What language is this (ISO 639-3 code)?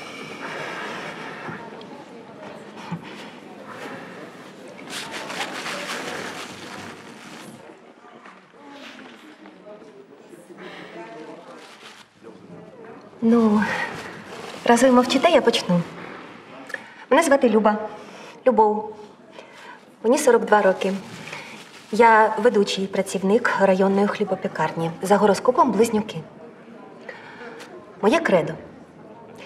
ukr